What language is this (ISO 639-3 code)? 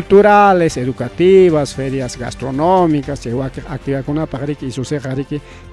quy